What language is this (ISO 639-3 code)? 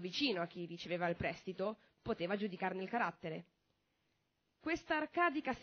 ita